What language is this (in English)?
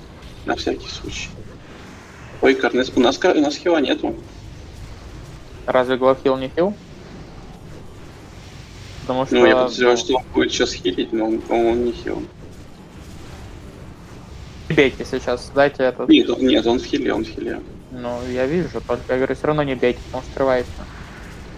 Russian